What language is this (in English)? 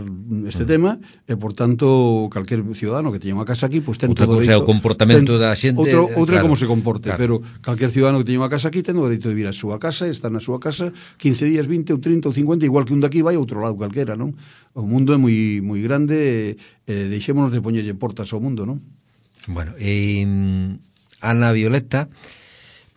Galician